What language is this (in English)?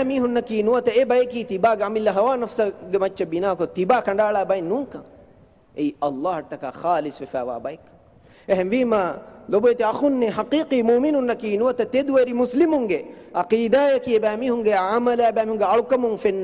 Divehi